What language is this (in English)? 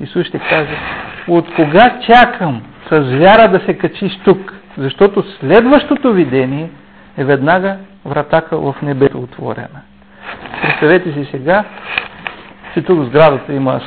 Bulgarian